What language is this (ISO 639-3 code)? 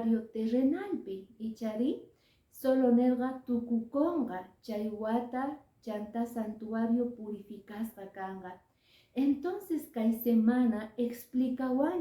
que